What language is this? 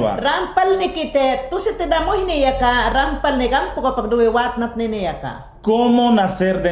Mayangna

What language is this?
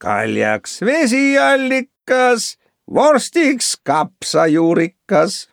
Estonian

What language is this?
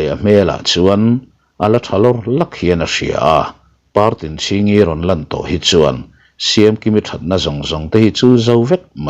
Mizo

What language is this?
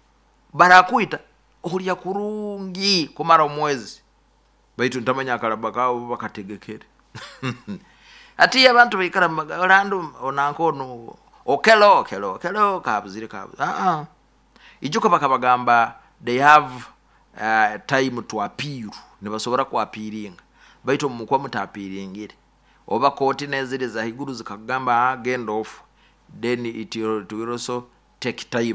Nyoro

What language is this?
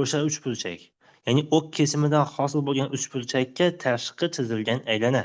Uzbek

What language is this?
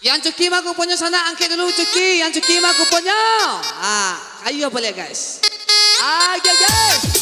Minangkabau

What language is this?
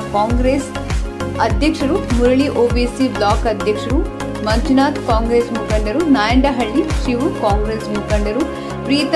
Kannada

